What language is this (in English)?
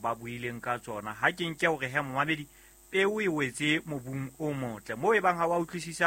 Southern Sotho